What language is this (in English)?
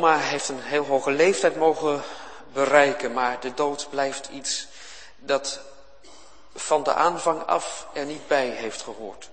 Dutch